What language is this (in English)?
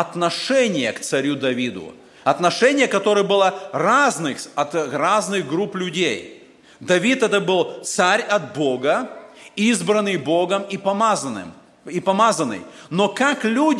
Russian